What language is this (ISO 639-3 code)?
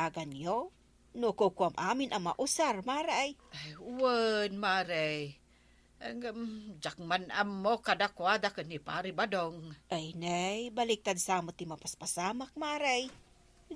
ilo